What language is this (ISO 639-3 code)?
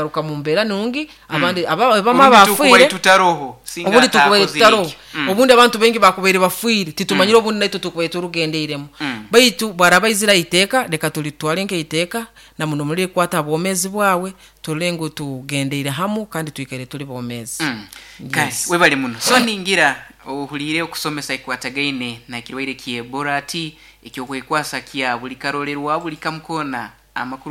nyo